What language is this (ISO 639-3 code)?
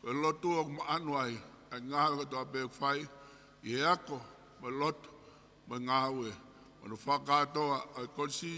ton